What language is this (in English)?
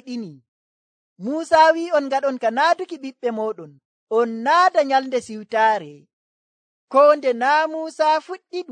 Nigerian Fulfulde